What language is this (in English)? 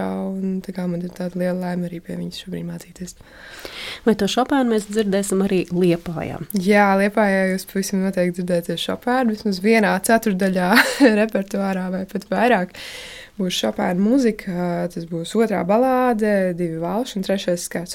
Latvian